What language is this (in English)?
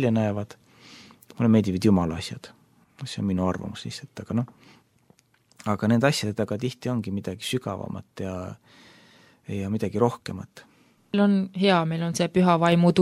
Estonian